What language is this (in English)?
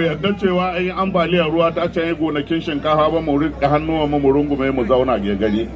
Hausa